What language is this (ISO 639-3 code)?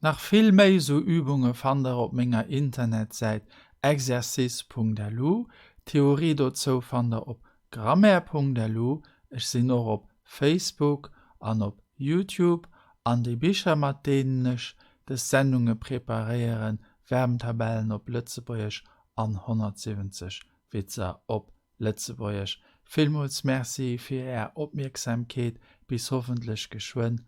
ltz